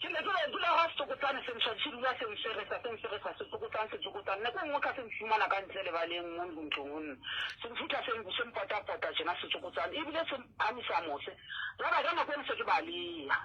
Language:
Southern Sotho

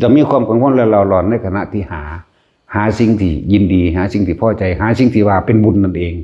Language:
Lao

